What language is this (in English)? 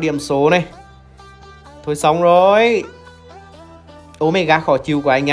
Vietnamese